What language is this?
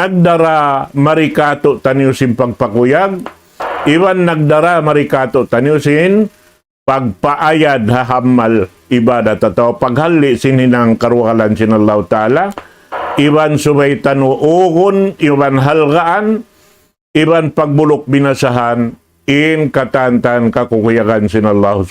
Tausug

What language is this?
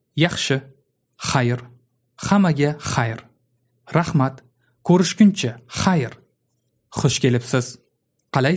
Uzbek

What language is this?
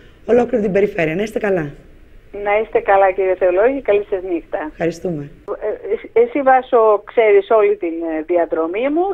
Greek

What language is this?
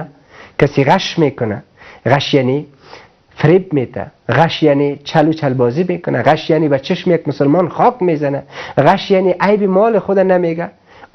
Persian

